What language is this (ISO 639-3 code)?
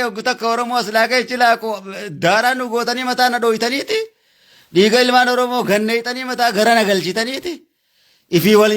orm